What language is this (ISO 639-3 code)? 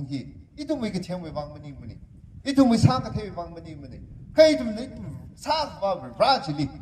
nmf